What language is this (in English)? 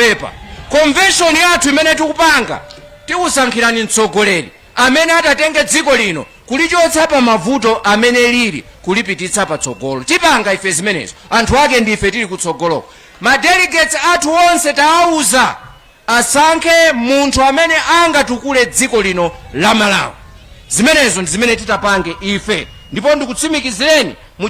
Nyanja